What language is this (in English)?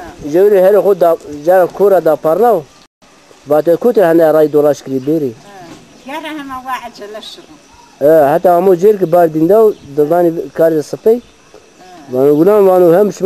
Zaza